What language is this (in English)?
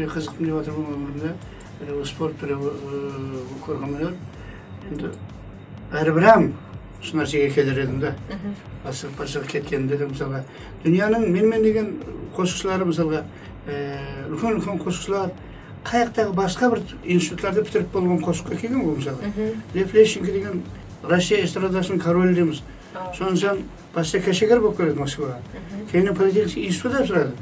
Kara-Kalpak